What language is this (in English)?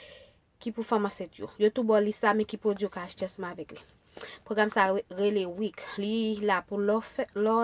Haitian Creole